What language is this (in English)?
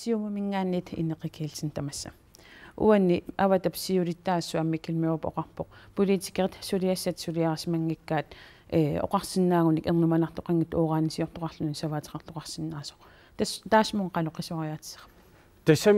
Kalaallisut